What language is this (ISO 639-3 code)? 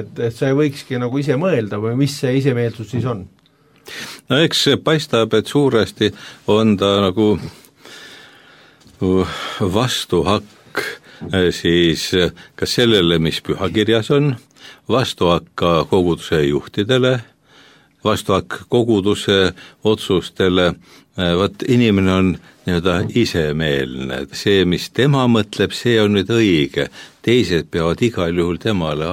est